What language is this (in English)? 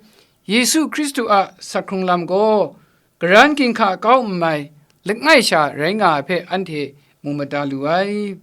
Kachin